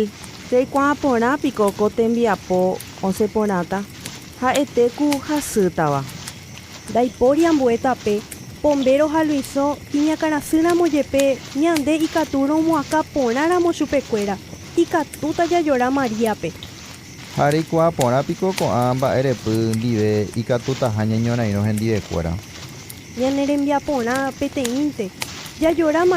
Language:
Guarani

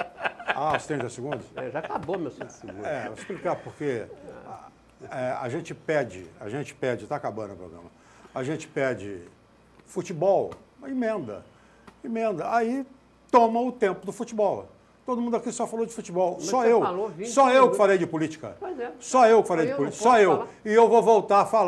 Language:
Portuguese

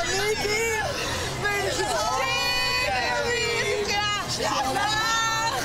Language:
Hebrew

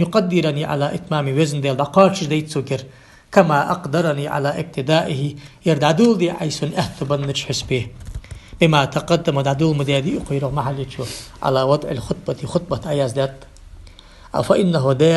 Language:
Ingush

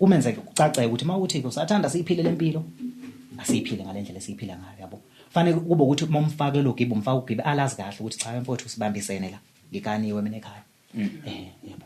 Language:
Zulu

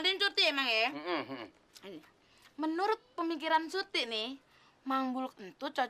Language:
Betawi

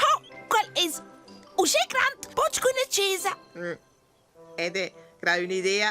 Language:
Romansh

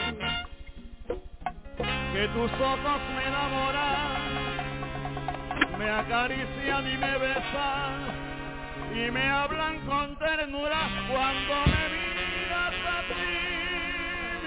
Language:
Spanish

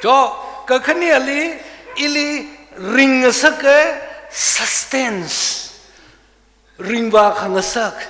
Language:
Tangkhul Naga (India)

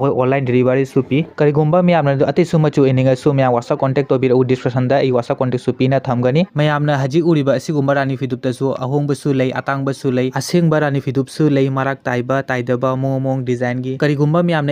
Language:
Manipuri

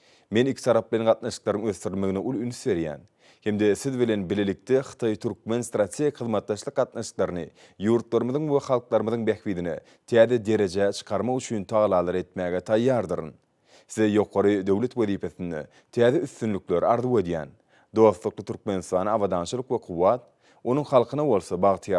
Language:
Turkmen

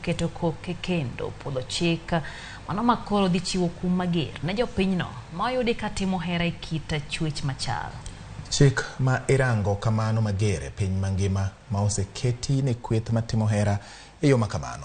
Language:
Luo (Kenya and Tanzania)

